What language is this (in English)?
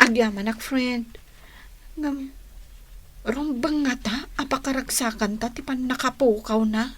Iloko